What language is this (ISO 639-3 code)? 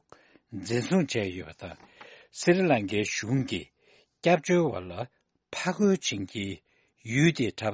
bod